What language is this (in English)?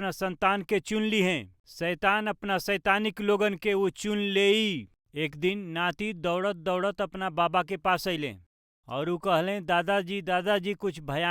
Bhojpuri